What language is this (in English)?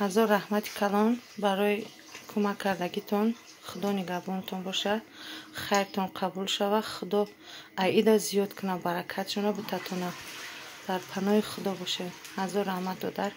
Tajik